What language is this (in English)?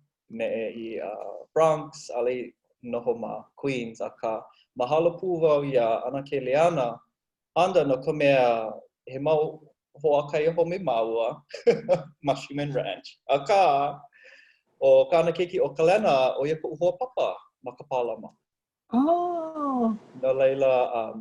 Hawaiian